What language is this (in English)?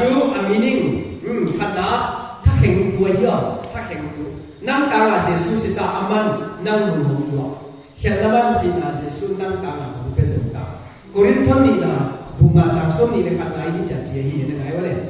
Paite Chin